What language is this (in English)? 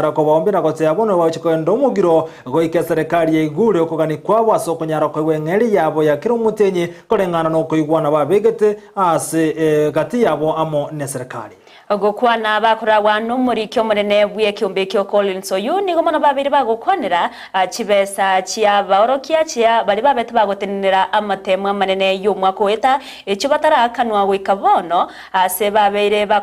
Gusii